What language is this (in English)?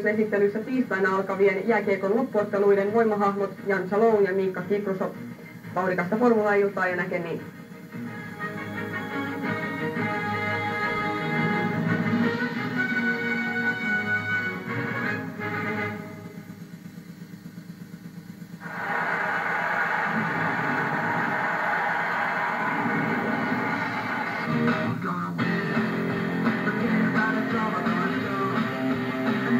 Finnish